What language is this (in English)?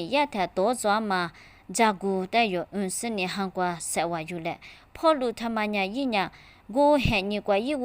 Lisu